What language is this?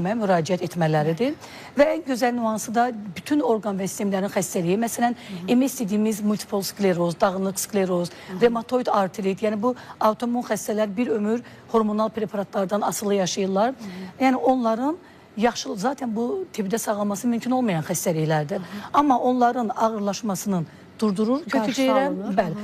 Azerbaijani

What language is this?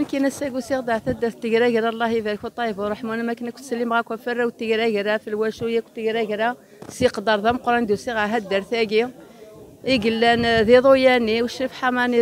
Kabyle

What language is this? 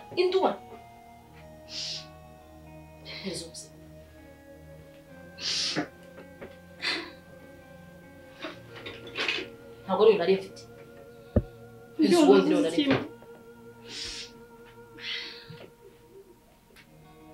Kinyarwanda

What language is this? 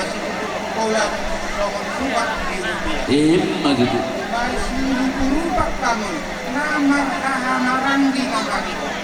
Batak Toba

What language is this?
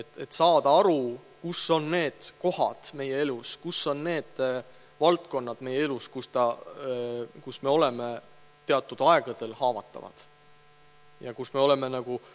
Estonian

